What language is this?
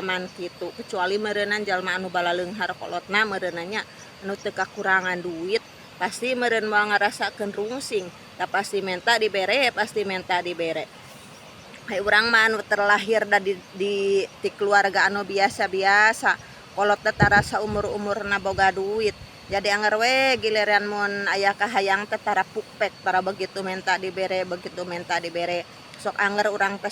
Sundanese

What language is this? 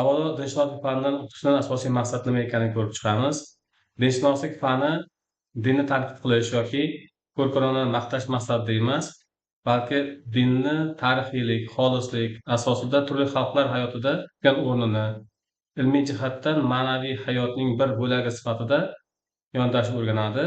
Uzbek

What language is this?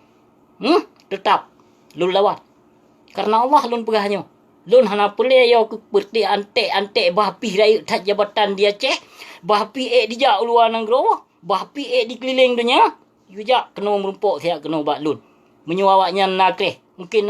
Achinese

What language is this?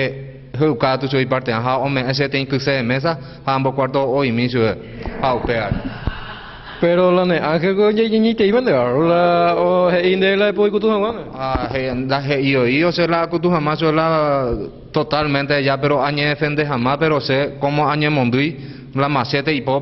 Guarani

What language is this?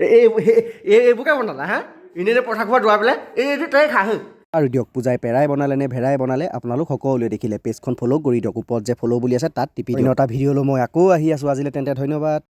Assamese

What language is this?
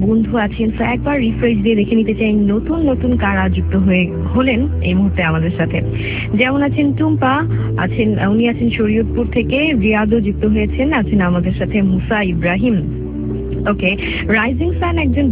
Bangla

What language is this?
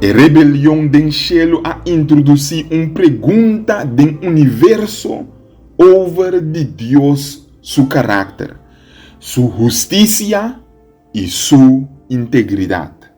Papiamento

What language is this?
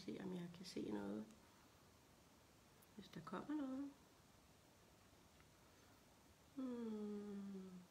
Danish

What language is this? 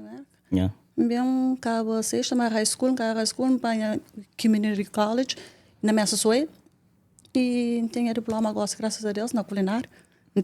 Kabuverdianu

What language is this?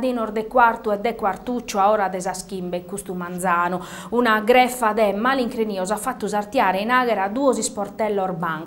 Sardinian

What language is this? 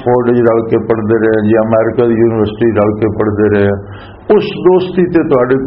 Western Panjabi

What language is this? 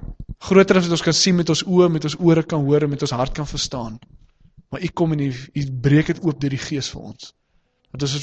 Afrikaans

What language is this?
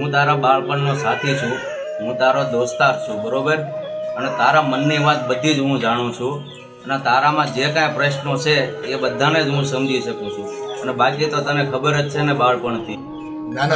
Gujarati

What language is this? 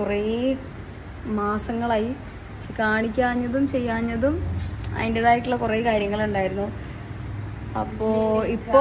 Malayalam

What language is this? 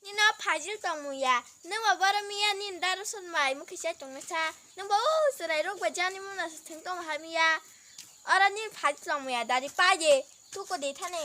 Kok Borok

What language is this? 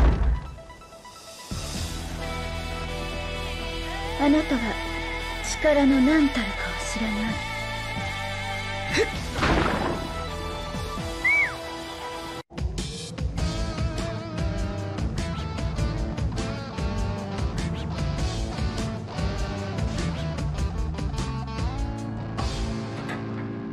Japanese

